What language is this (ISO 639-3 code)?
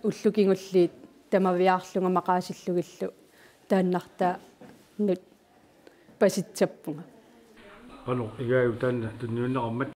kal